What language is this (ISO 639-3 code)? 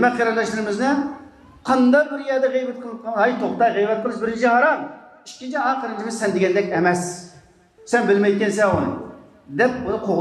uig